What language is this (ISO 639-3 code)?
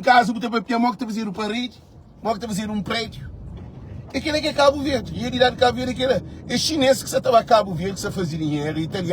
kea